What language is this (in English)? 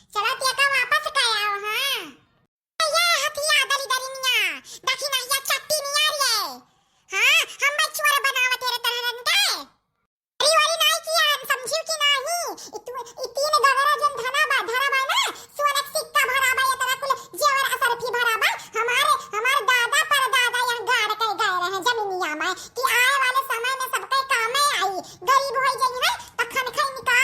Awadhi